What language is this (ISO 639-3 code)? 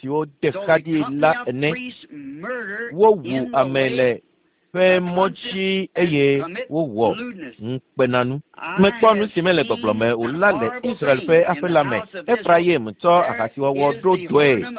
ewe